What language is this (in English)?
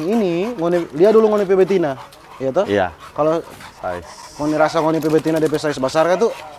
Manado Malay